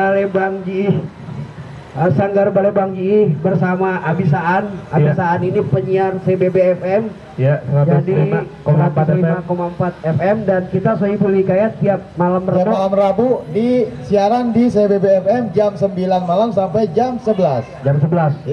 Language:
Betawi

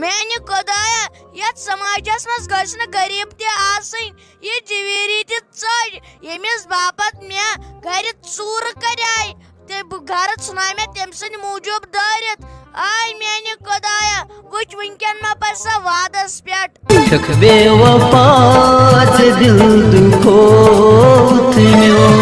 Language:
Kashmiri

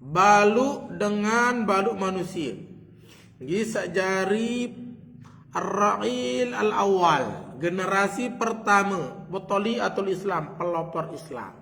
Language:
Sasak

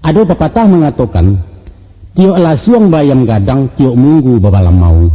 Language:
Minangkabau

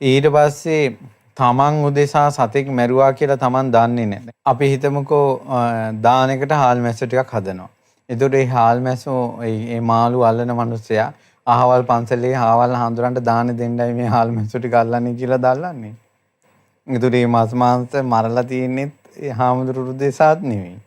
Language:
Sinhala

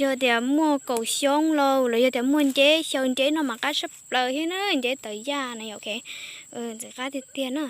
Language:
Hmong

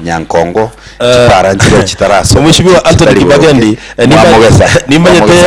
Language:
Gusii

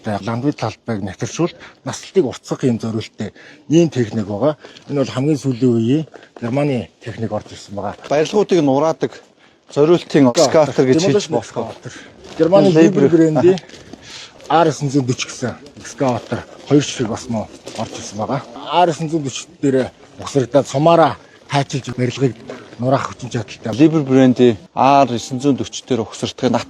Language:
Mongolian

